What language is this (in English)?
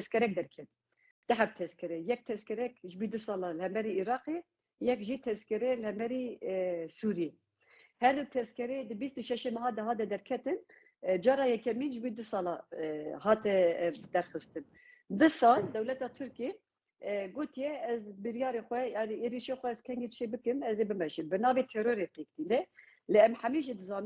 Kurdish